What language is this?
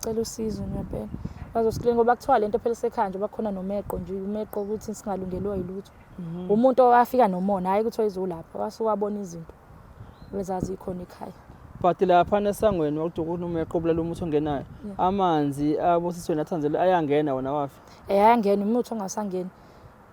Zulu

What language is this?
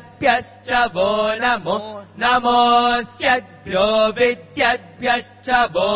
Sanskrit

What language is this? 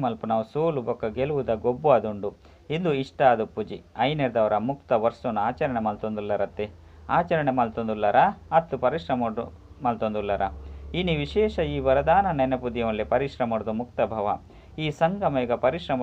Tulu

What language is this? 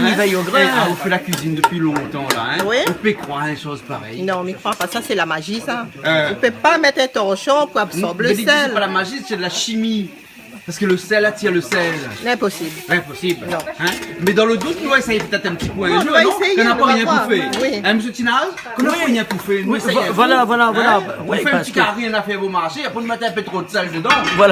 Réunion Creole French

